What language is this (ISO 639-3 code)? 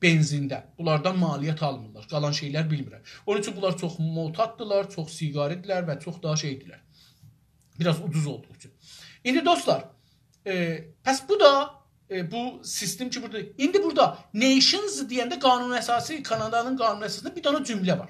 azb